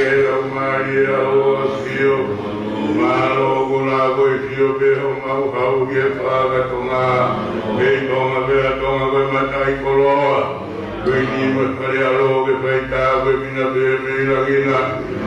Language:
Tongan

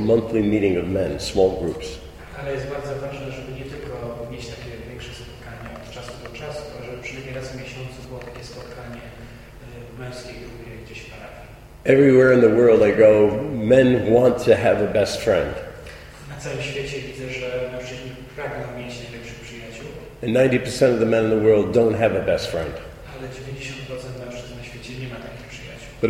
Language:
Polish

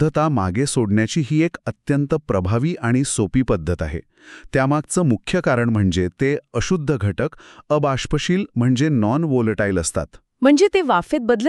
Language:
Marathi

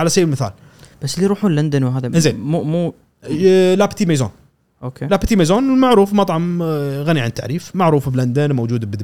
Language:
Gulf Arabic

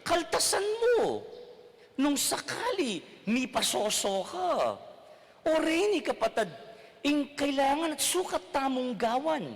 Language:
Pampanga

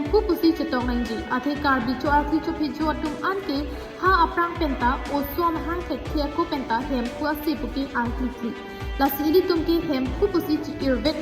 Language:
Karbi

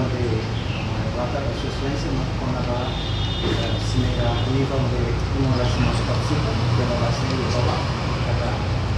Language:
Tetum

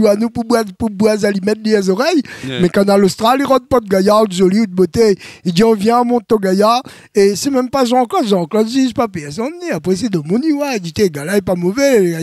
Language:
Réunion Creole French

